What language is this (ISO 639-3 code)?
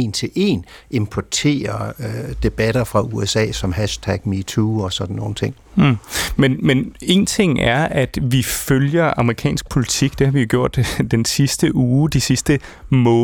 dan